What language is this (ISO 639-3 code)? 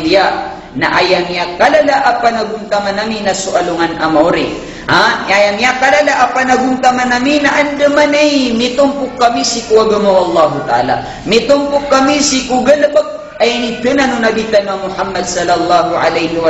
mrw